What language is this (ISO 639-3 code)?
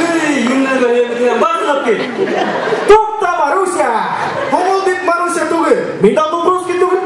bak